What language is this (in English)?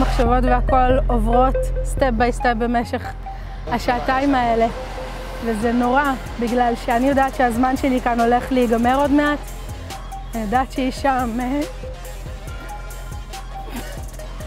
Hebrew